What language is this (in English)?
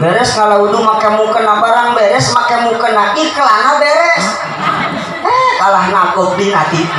Sundanese